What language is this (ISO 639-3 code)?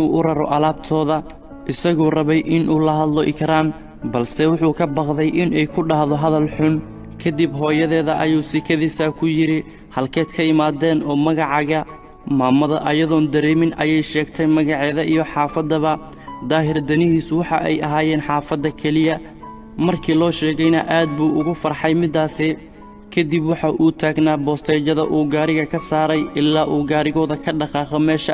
som